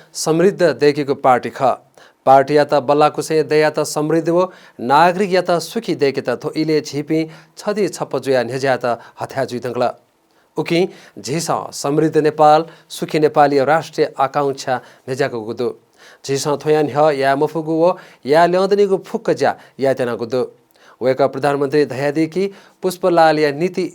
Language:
Newari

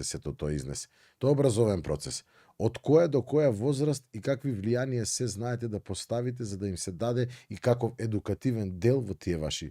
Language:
Macedonian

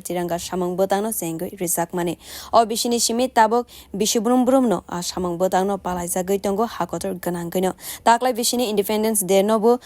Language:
Kok Borok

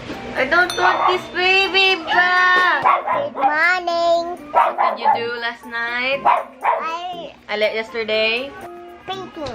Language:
Cebuano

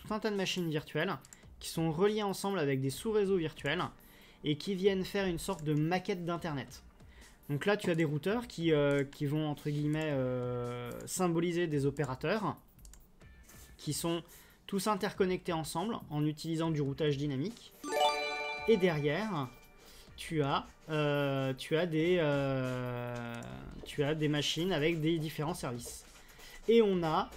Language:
French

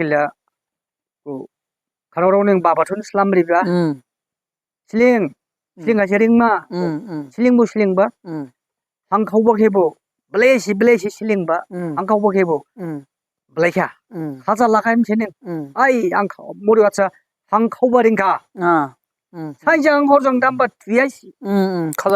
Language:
Dimasa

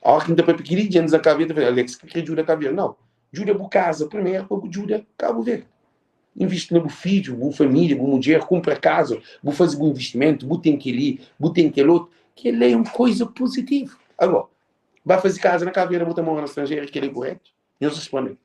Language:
Kabuverdianu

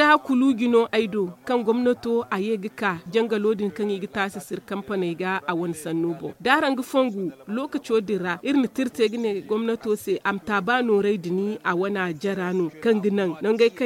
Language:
Zarma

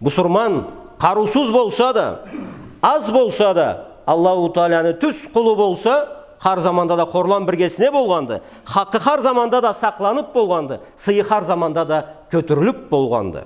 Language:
Karachay-Balkar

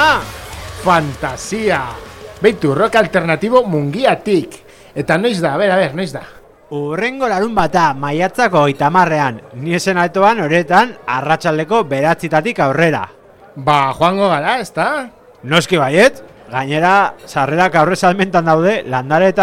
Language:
Basque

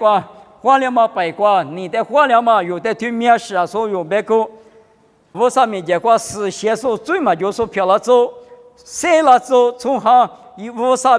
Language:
Lisu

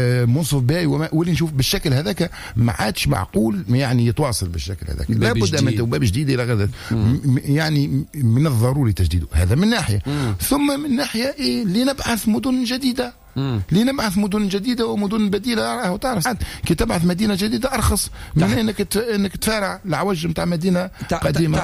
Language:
Tunisian Arabic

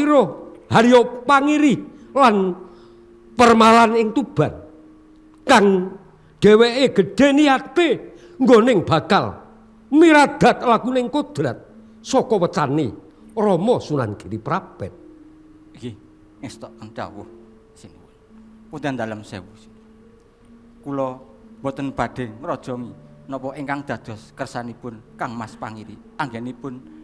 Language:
Javanese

